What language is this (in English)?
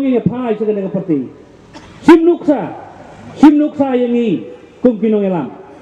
Khasi